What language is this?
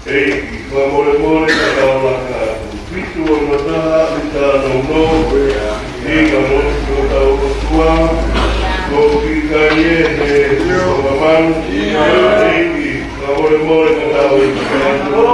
Tongan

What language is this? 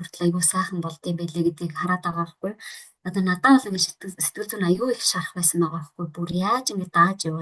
Mongolian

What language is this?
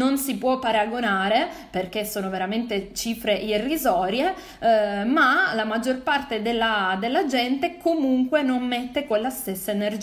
Italian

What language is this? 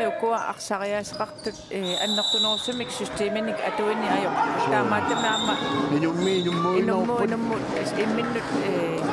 Kalaallisut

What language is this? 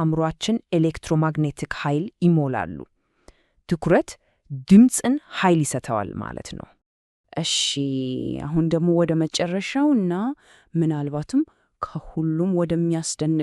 Amharic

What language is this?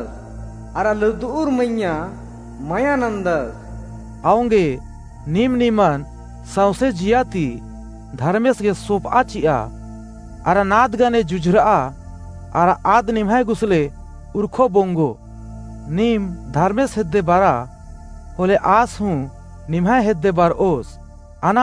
Kurukh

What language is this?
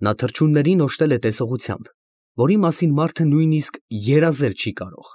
Armenian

